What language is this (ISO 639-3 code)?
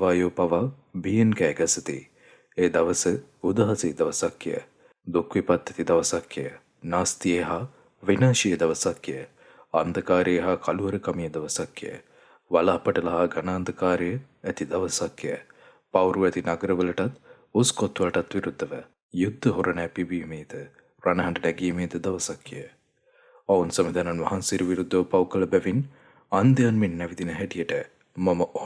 sin